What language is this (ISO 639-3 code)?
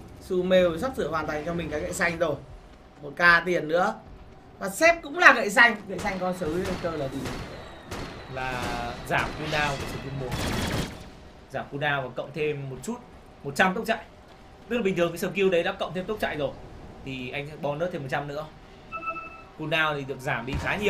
vie